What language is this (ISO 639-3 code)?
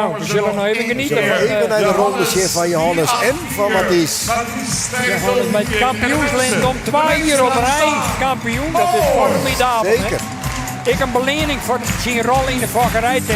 fry